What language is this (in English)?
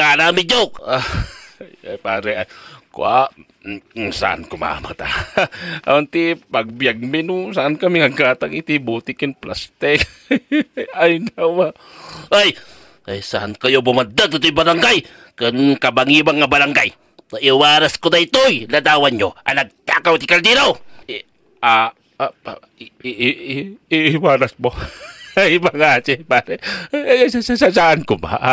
Iloko